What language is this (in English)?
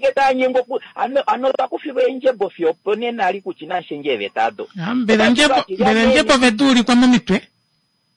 Kuanyama